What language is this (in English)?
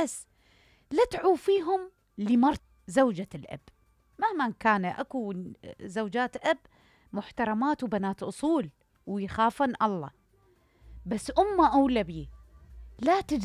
Mesopotamian Arabic